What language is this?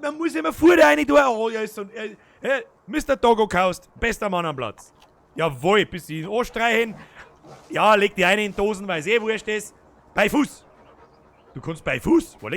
Bavarian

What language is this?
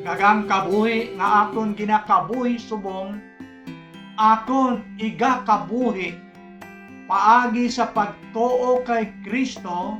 Hiligaynon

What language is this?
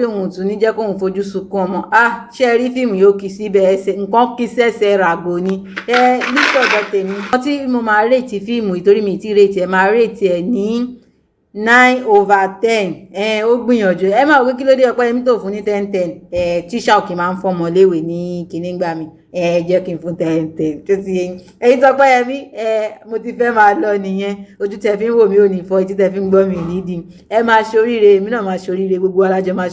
Yoruba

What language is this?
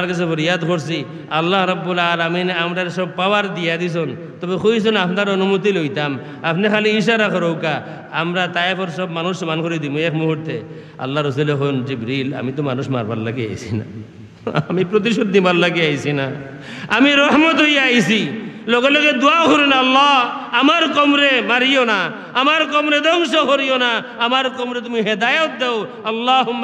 Sylheti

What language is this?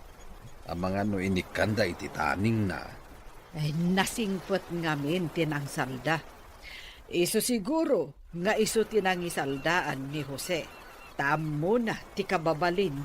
Iloko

